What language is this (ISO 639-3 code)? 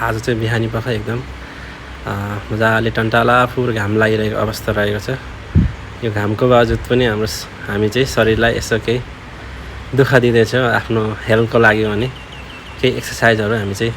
nep